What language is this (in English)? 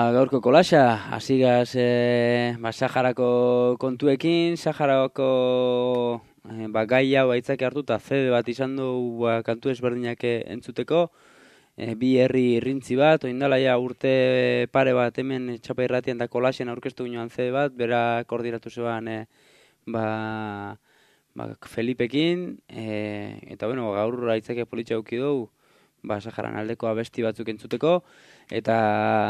Basque